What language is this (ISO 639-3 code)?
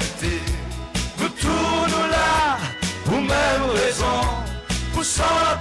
crs